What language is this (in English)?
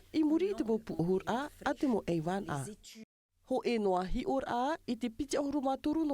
Tahitian